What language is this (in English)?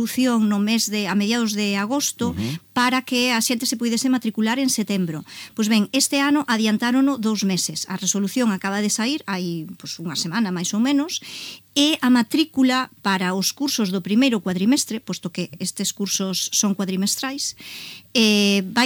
Galician